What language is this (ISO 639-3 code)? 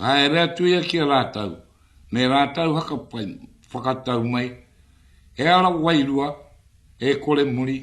mri